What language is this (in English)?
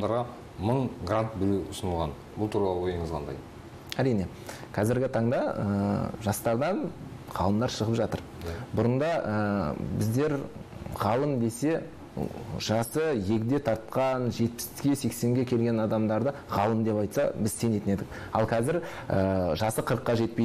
Kazakh